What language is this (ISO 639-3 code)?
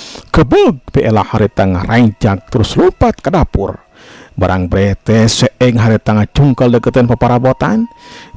sun